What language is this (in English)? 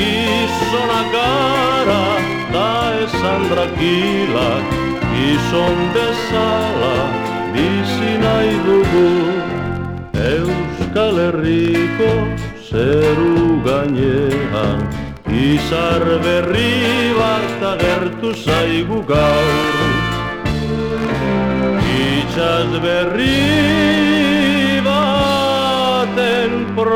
Basque